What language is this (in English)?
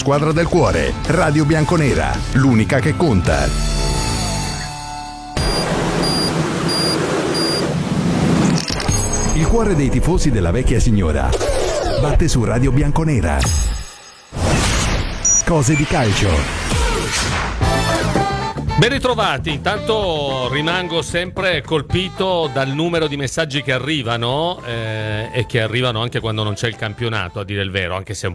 Italian